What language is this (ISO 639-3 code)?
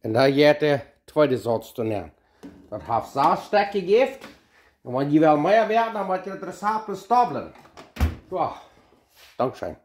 pdt